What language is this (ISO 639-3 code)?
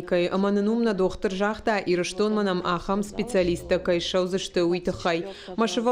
oss